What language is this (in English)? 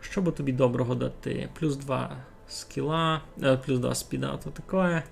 Rusyn